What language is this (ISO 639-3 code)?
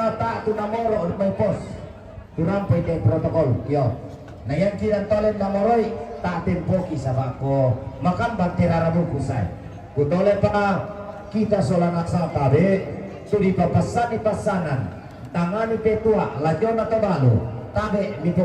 sda